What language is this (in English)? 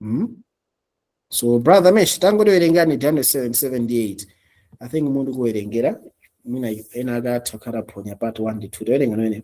Nyanja